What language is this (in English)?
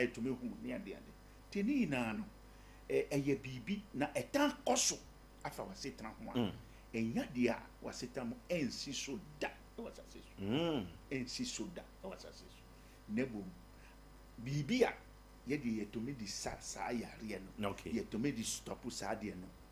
Akan